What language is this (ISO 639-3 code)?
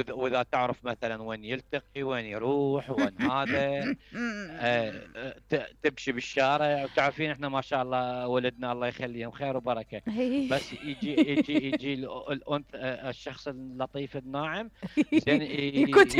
acm